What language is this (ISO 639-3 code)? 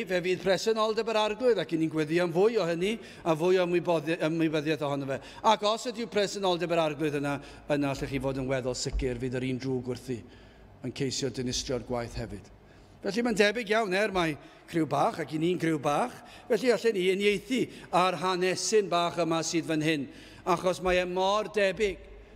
cym